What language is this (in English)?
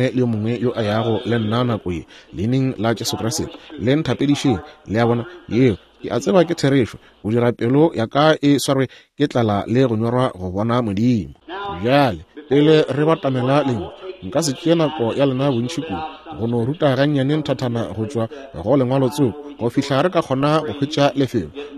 Northern Sotho